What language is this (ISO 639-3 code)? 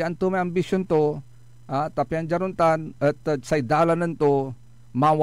pag